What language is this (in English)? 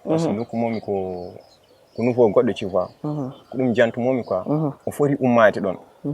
Fula